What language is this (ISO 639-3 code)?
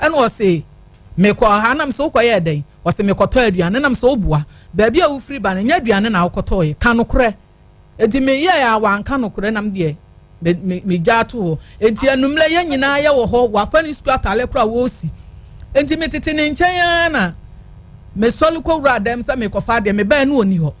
aka